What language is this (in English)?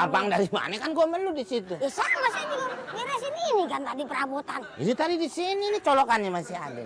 Betawi